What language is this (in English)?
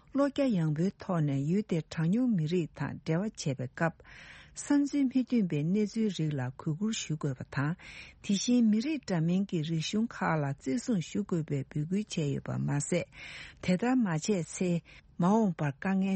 Tibetan